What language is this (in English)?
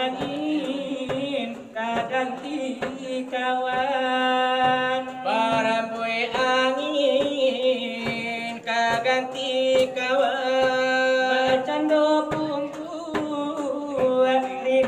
Minangkabau